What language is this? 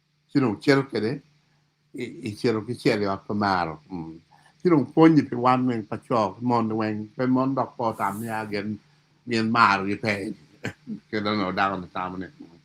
Acoli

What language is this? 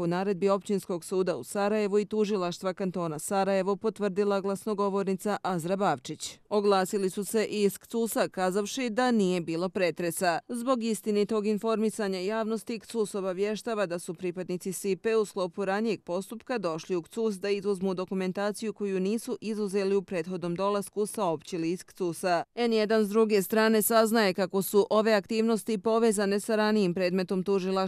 Bosnian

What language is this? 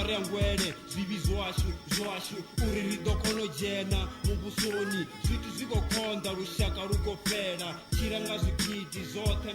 Venda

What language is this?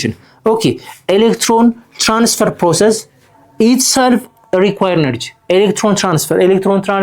Amharic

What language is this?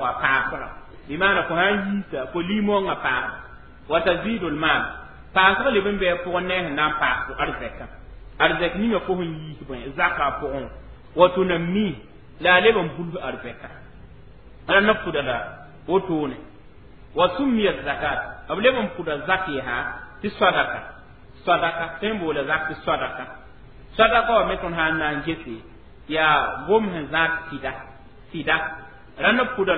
Mossi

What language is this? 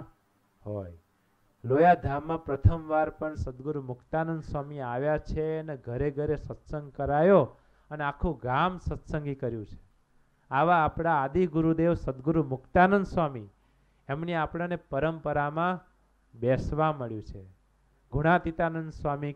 Gujarati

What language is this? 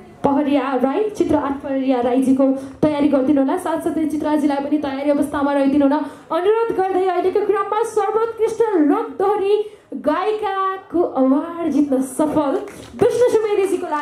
Nepali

